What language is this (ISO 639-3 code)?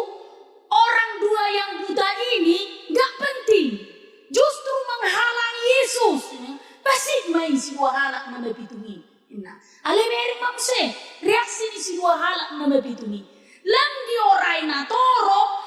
bbc